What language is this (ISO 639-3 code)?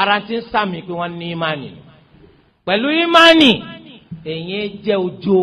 yor